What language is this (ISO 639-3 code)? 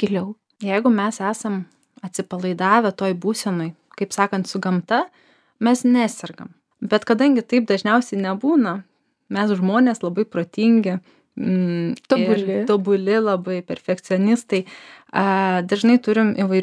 lit